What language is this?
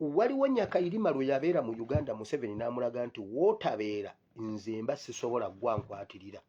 Ganda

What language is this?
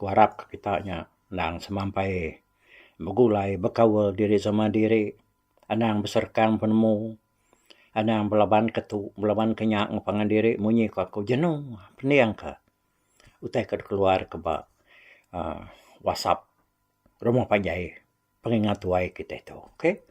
Iban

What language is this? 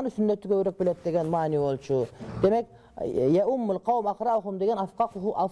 Kyrgyz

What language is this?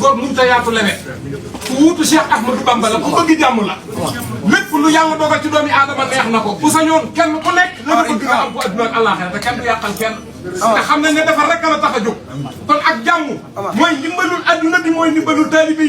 Wolof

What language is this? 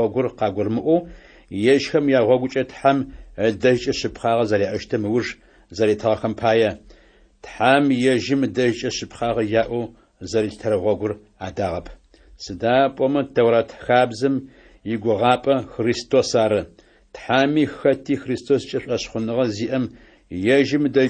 Adyghe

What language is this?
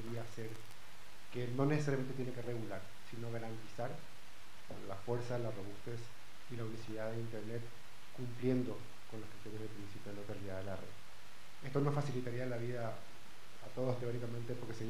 Spanish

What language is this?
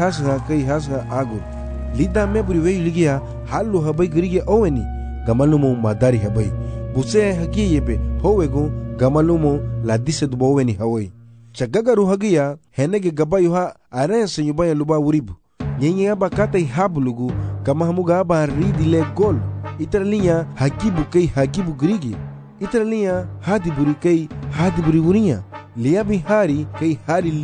Garifuna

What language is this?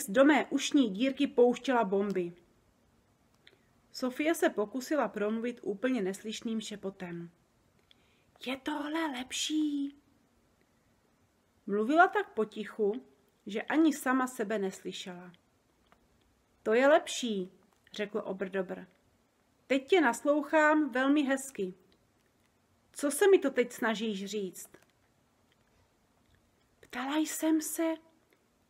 Czech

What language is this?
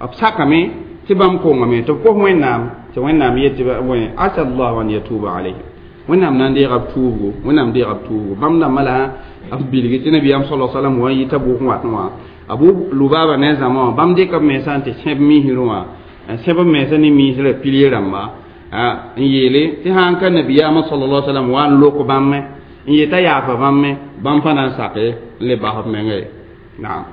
Mossi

